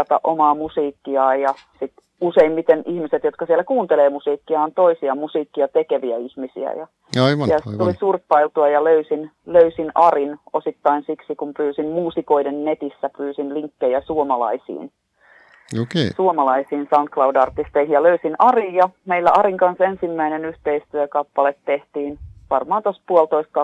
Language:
Finnish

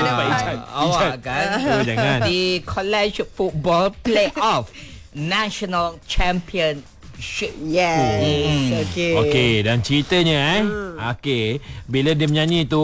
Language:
Malay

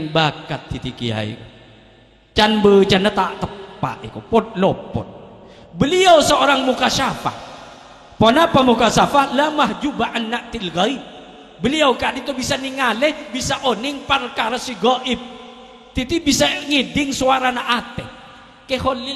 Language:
Madurese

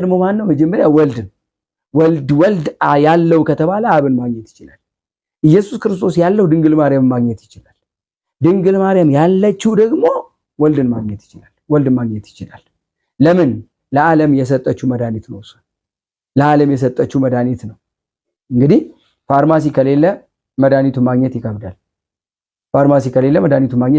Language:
Amharic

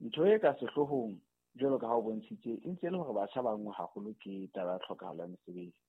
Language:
Southern Sotho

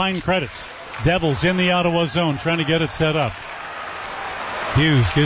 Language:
English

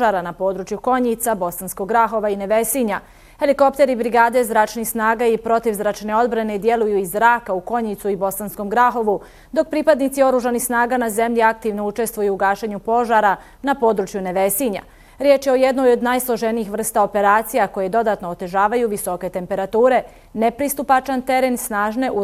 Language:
Bosnian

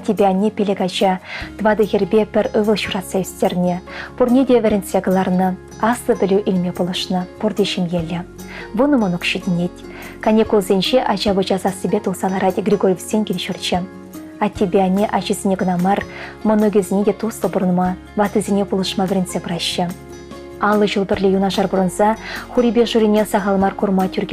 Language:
Chuvash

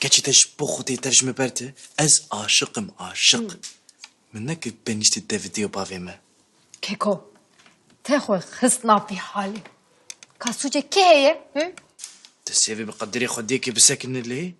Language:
Kurdish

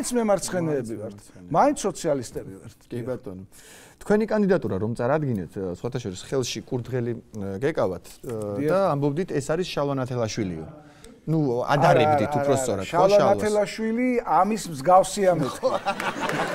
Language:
Georgian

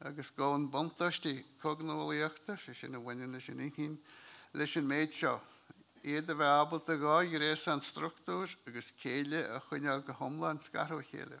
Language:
Irish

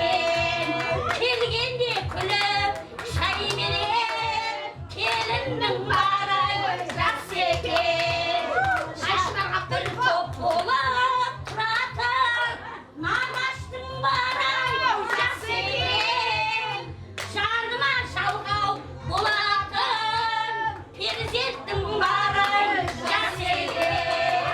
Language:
Kara-Kalpak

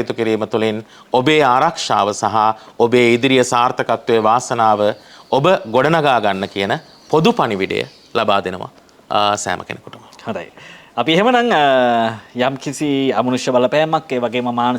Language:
Sinhala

